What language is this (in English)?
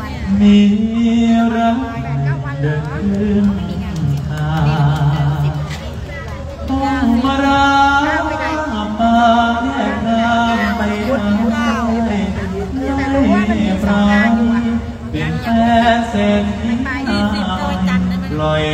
Thai